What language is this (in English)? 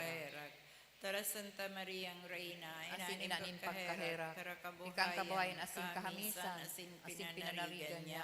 Bikol